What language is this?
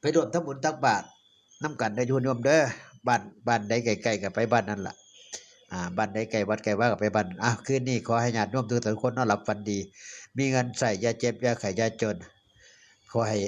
Northeastern Thai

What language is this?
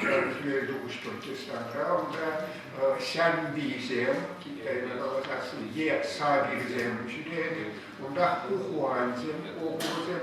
Chuvash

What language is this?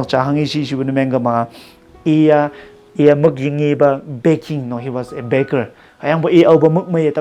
Konyak Naga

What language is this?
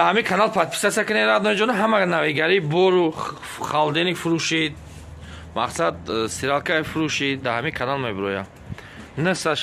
Tajik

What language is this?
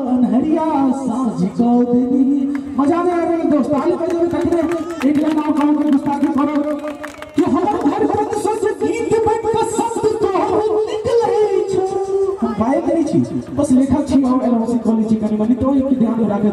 Maithili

